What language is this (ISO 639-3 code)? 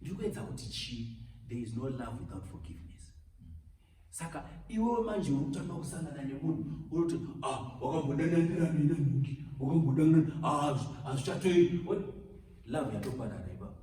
sna